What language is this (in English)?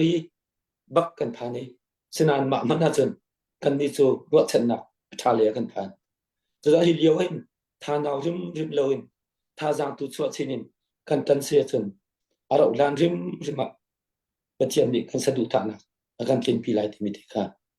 Hakha Chin